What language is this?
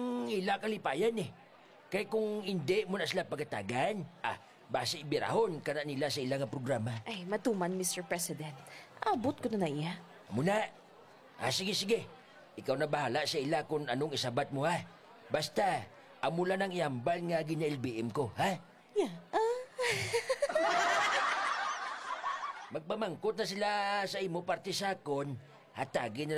Hiligaynon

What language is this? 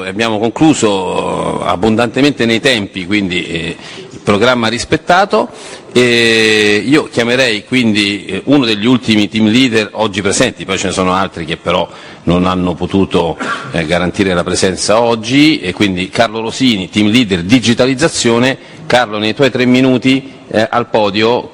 Italian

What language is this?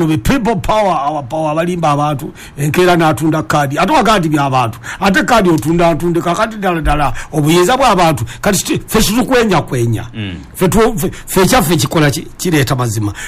Ganda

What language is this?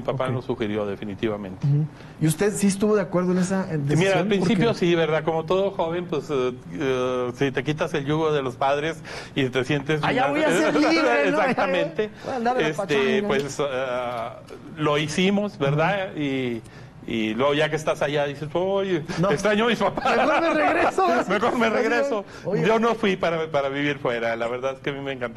Spanish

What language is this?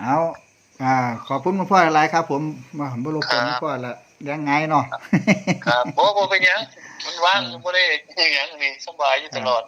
Northeastern Thai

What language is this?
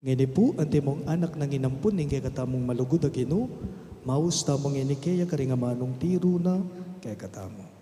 Pampanga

